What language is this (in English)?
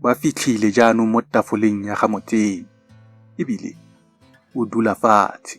Tswana